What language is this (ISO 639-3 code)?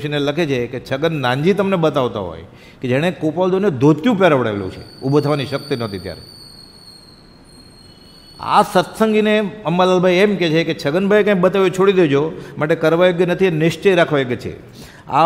guj